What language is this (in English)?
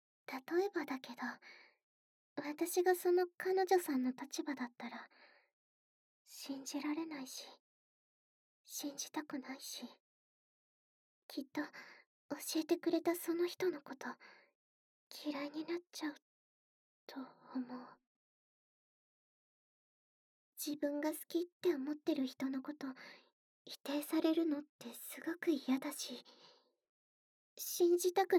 Japanese